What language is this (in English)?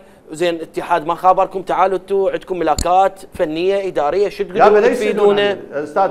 Mesopotamian Arabic